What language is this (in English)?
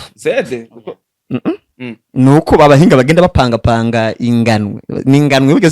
Rundi